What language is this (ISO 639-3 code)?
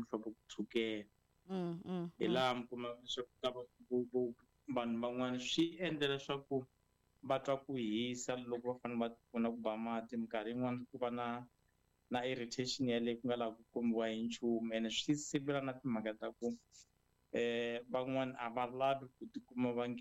tso